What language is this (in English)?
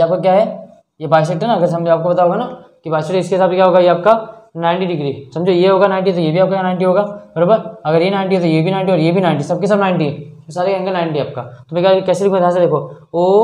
Hindi